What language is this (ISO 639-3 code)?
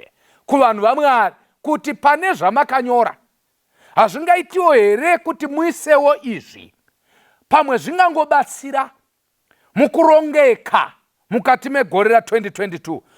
sna